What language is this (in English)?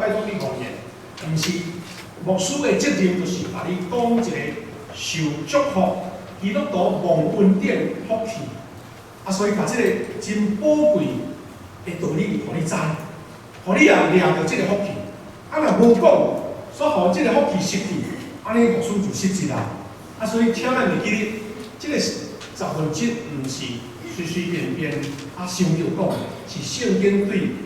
Min Nan Chinese